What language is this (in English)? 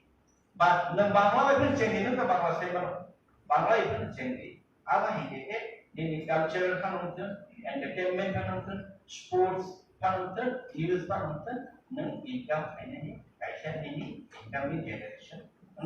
Kok Borok